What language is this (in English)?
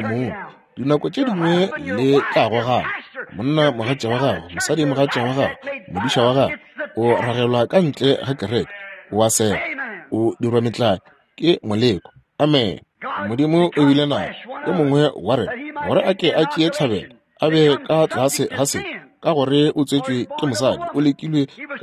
Northern Sotho